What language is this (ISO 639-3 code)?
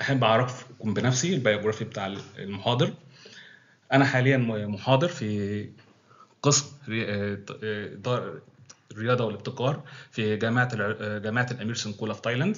arz